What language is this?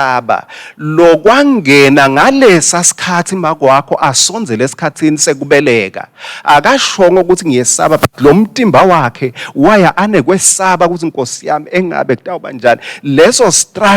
Swati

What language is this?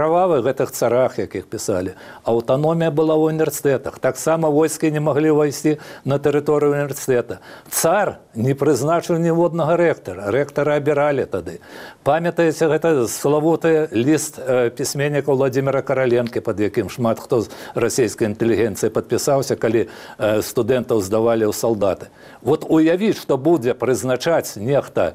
Belarusian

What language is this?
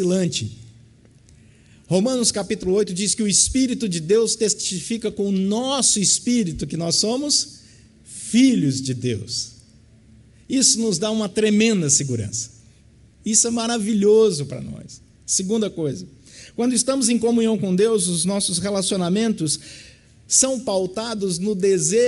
Portuguese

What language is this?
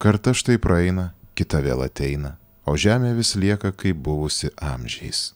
Lithuanian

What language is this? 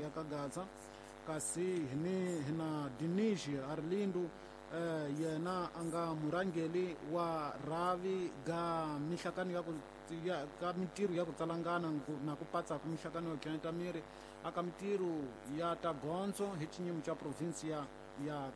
Tsonga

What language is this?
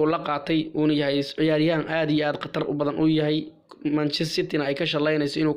Somali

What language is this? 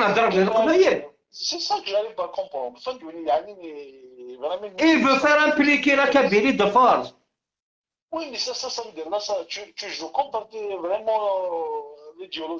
Algerian Arabic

